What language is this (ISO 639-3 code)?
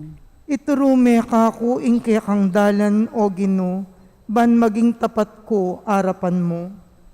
pam